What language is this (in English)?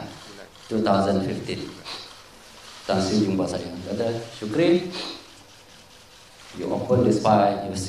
Malay